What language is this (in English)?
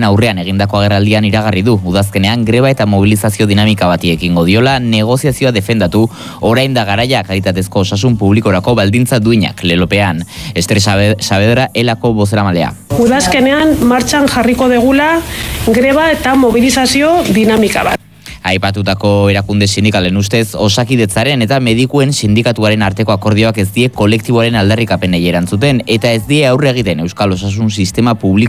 Basque